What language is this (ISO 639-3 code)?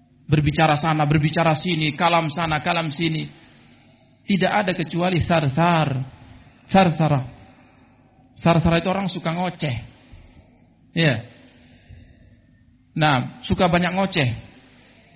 ind